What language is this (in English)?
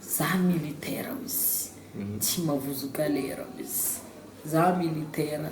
Malagasy